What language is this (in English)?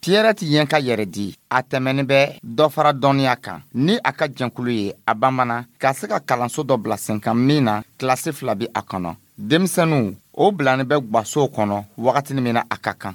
Dyula